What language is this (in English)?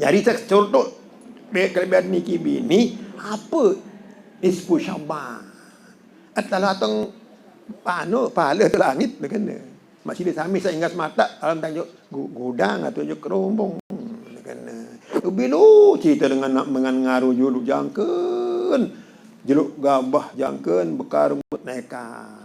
Sasak